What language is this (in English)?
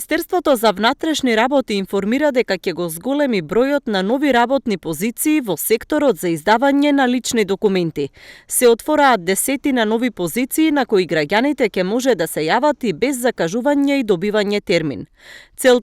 Macedonian